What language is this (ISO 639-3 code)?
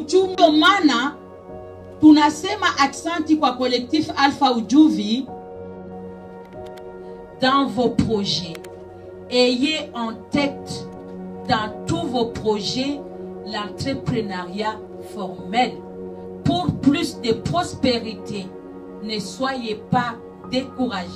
swa